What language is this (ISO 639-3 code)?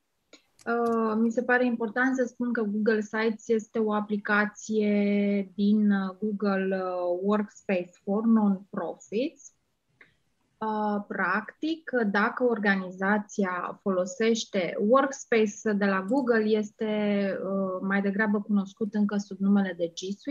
ron